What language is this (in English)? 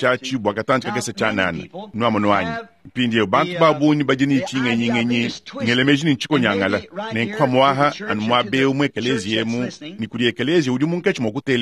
Luba-Lulua